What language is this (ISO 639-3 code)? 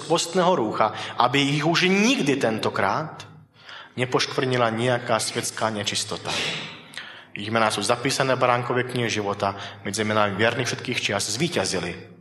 slk